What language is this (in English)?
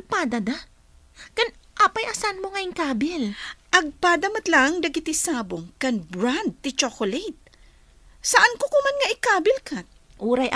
Iloko